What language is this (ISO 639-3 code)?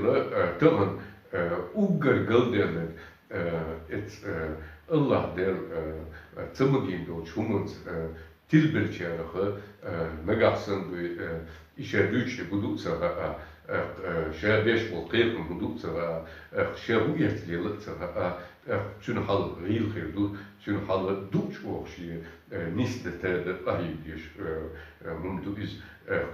che